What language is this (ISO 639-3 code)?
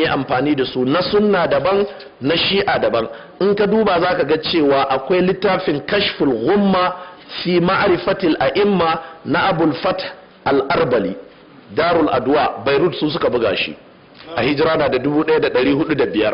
hau